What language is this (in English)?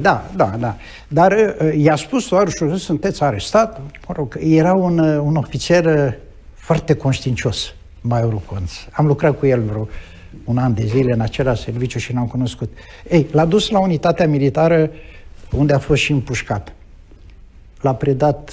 Romanian